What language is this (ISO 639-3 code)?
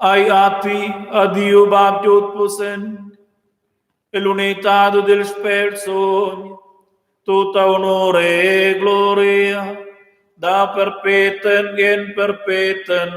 roh